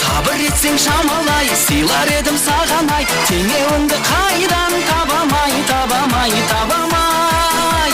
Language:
Kara-Kalpak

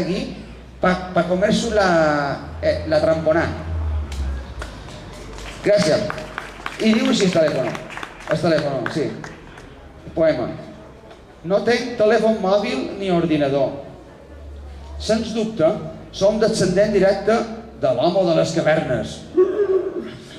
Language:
Catalan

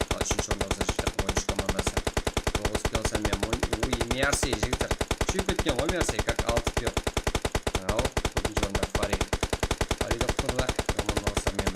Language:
Kara-Kalpak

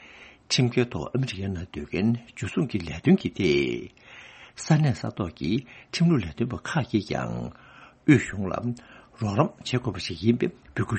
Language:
Tibetan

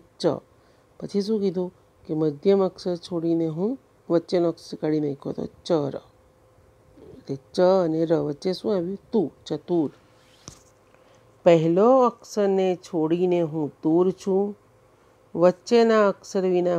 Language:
Gujarati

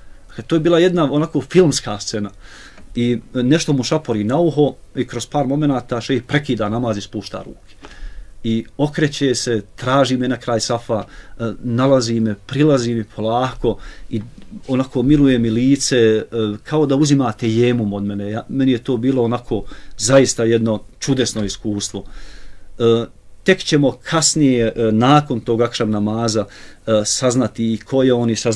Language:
Bosnian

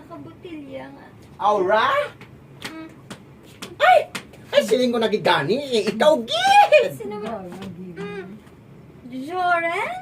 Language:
Hiligaynon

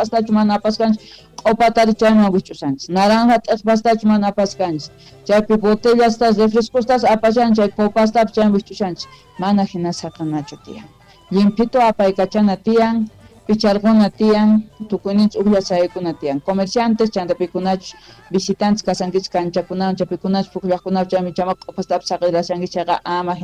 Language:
South Bolivian Quechua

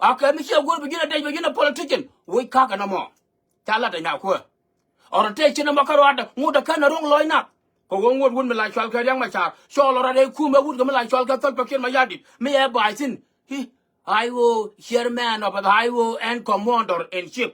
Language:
Nuer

